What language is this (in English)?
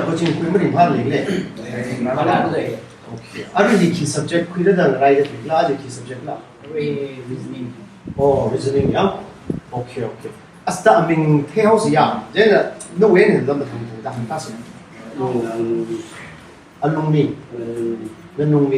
Tangkhul Naga (India)